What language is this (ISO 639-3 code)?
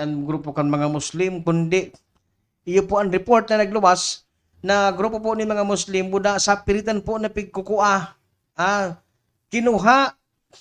bik